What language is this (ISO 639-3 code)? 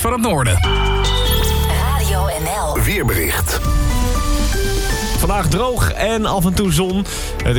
nld